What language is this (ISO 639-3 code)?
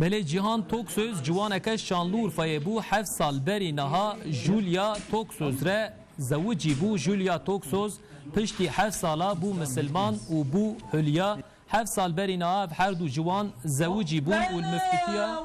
kur